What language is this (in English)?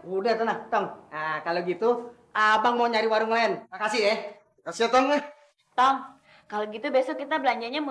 Betawi